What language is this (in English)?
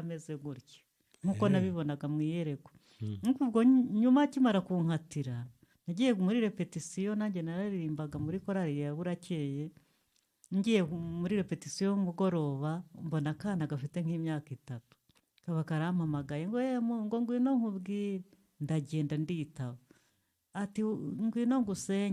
Kinyarwanda